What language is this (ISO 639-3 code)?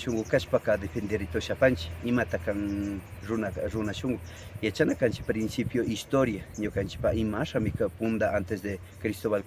qvi